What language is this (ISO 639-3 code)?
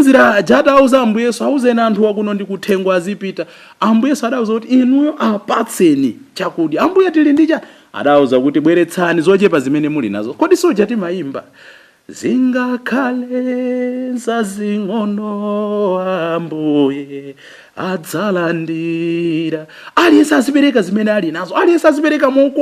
nya